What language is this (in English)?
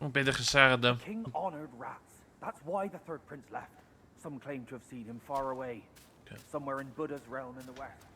Welsh